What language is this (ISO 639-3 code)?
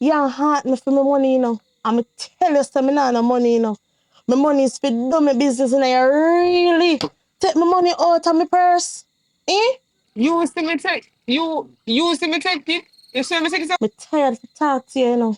jam